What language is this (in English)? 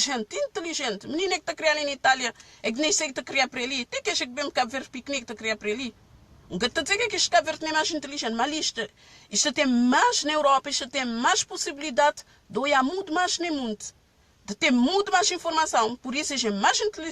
Kabuverdianu